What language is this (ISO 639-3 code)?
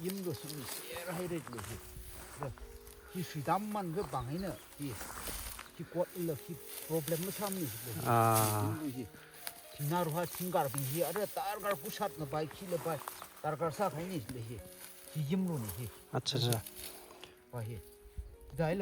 nmf